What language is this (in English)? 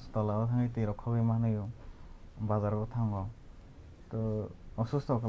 Kok Borok